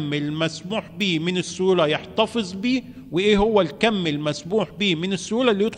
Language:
Egyptian Arabic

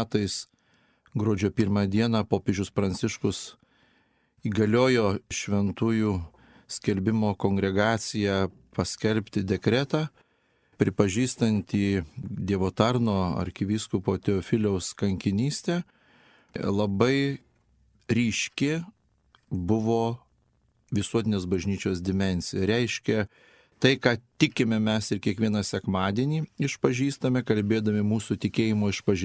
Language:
Lithuanian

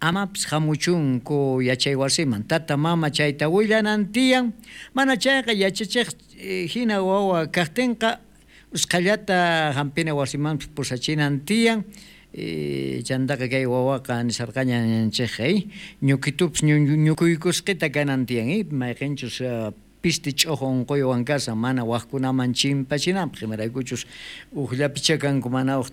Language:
South Bolivian Quechua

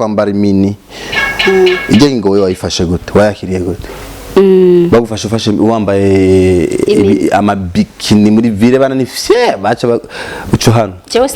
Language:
Rundi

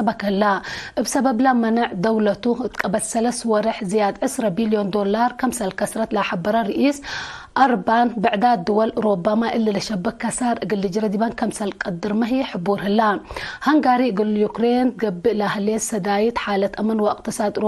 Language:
Tigre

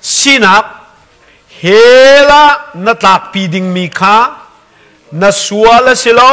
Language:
Hakha Chin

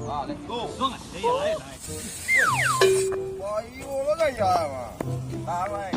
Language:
Minangkabau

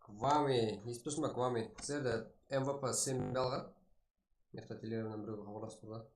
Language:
Kara-Kalpak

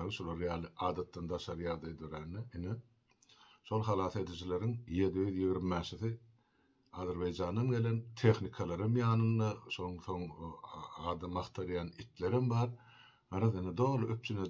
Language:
Turkmen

